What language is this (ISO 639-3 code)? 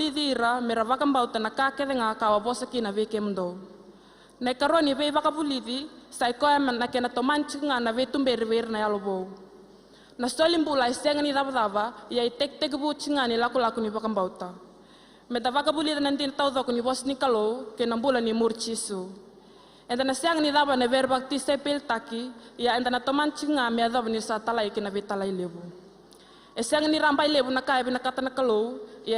fij